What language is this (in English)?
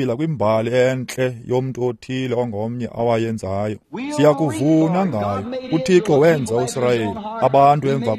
Xhosa